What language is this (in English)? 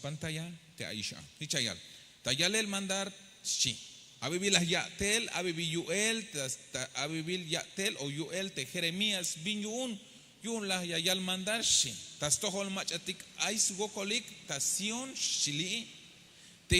Tzeltal